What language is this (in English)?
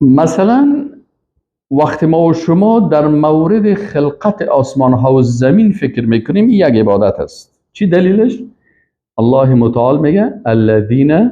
Persian